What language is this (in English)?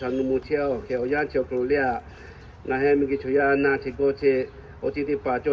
Lahu